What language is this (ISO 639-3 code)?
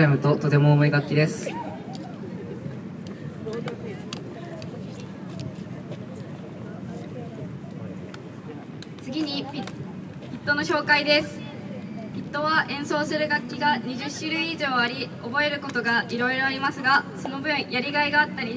jpn